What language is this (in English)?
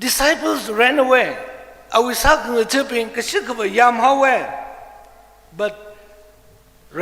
Tangkhul Naga (India)